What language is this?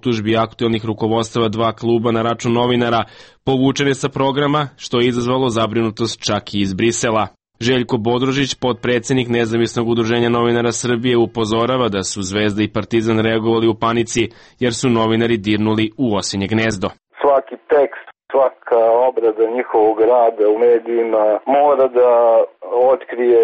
Serbian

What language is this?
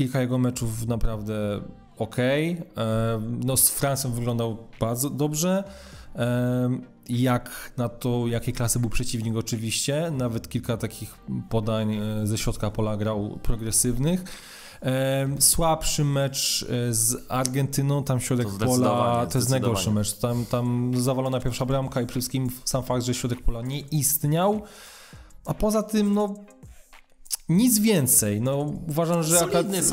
Polish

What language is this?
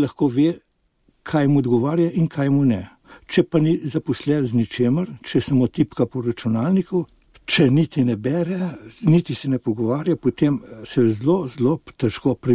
Slovenian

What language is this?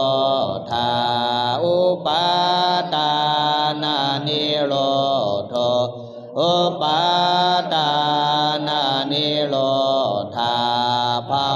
Pali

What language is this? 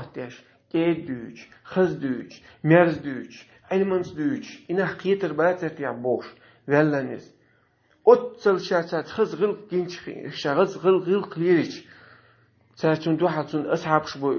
Chechen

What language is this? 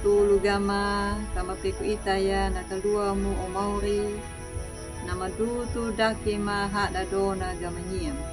Anakalangu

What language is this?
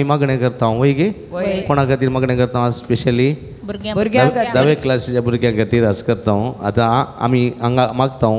Konkani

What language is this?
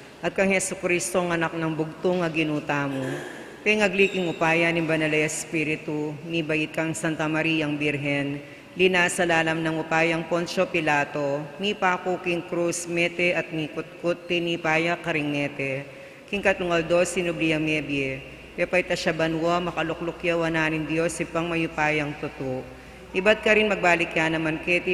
Pampanga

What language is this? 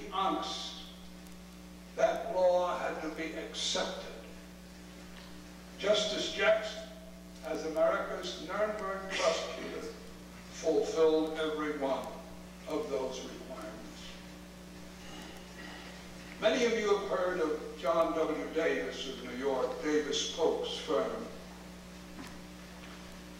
English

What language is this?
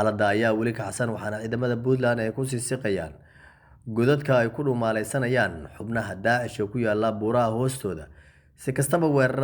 Somali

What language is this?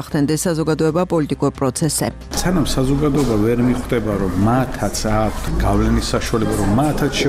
Georgian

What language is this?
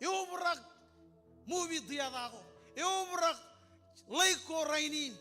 Marshallese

